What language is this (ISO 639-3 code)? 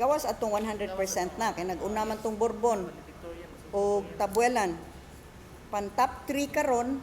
ceb